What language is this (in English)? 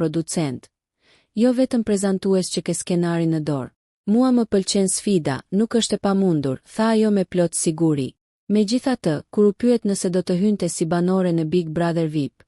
Albanian